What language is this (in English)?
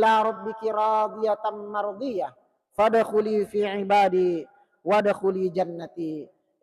Buginese